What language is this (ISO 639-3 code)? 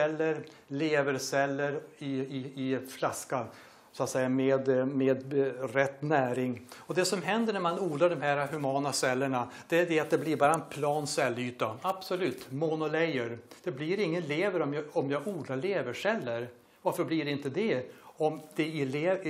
swe